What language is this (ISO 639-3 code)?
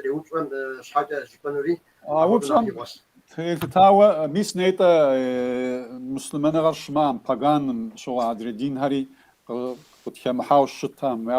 kbd